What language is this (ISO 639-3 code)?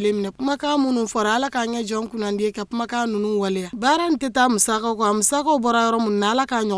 bam